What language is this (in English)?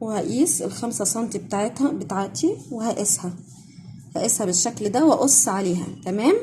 Egyptian Arabic